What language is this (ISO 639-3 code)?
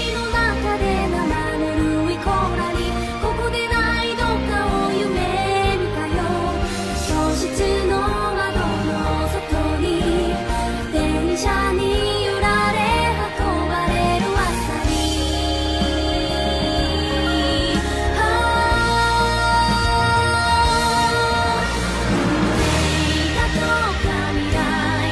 jpn